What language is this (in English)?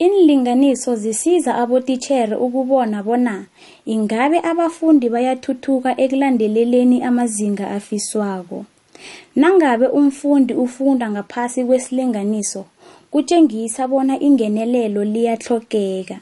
South Ndebele